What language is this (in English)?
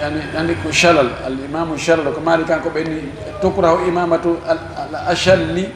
Fula